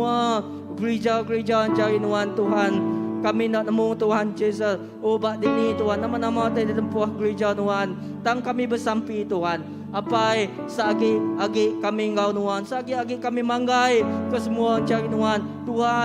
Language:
Iban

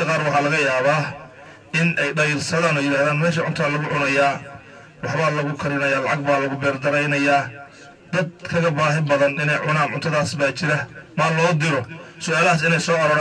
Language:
Somali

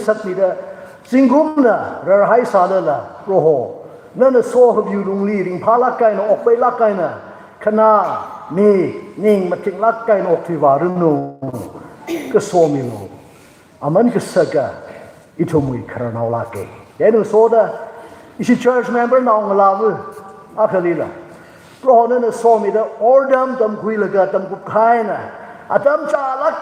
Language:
Tangkhul Naga (India)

